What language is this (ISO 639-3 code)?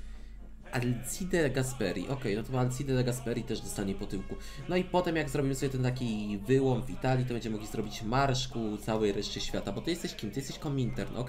pol